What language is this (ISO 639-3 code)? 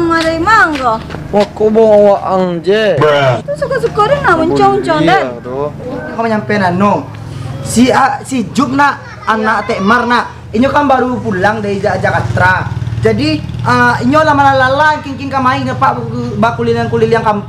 min